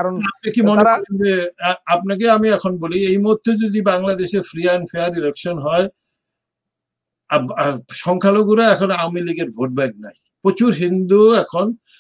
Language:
Bangla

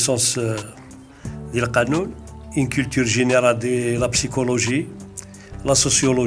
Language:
Kabyle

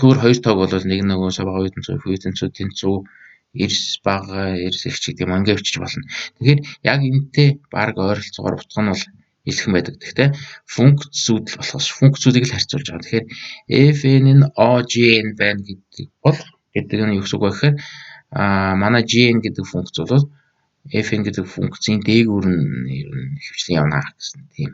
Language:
Mongolian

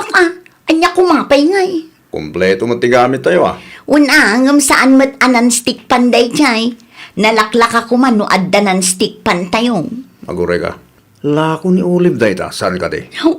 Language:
Iloko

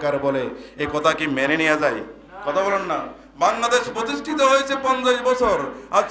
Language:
Bangla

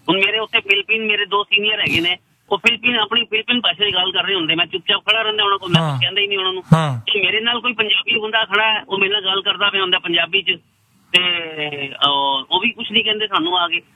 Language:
Punjabi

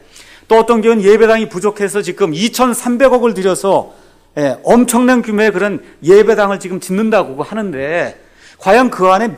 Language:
Korean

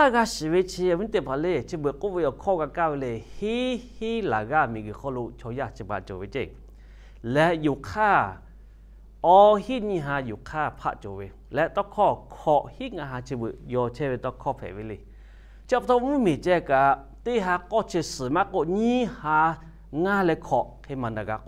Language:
Lahu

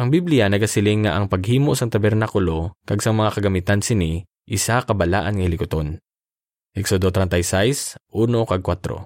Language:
Hiligaynon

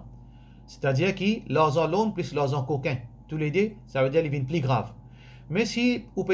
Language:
Morisyen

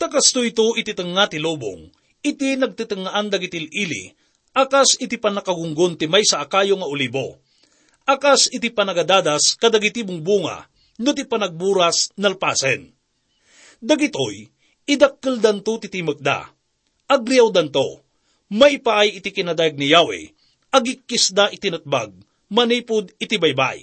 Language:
Iloko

